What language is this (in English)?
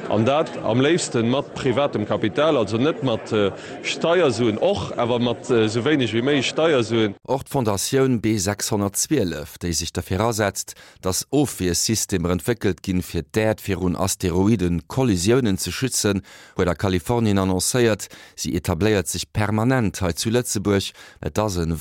Luxembourgish